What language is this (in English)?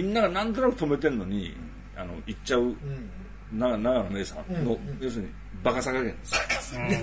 Japanese